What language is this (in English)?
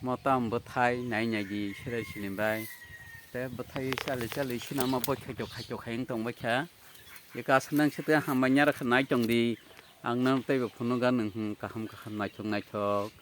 Kok Borok